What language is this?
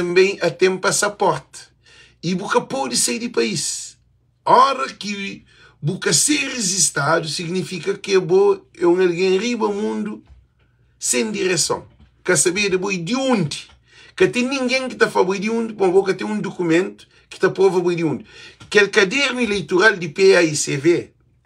Kabuverdianu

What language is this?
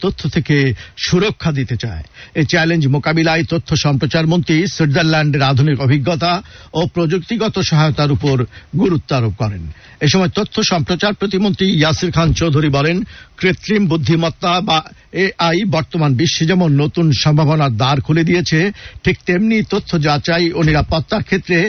Bangla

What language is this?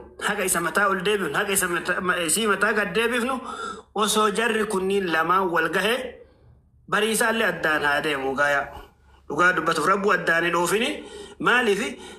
Oromo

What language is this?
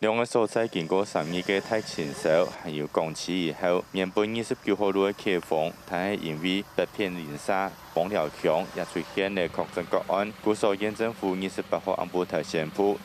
Hakka Chinese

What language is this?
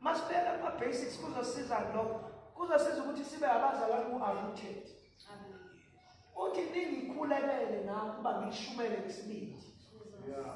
Zulu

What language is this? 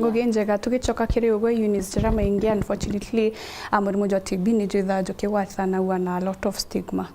Meru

